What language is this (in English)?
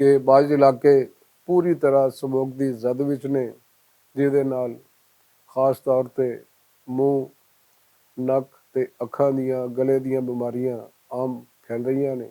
Western Panjabi